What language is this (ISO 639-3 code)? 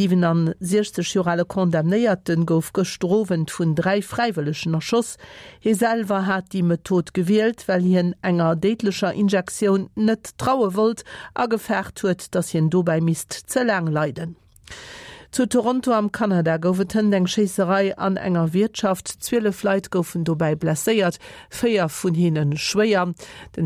ltz